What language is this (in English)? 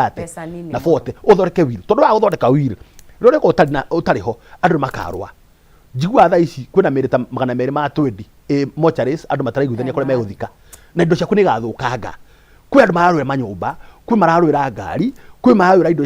Kikuyu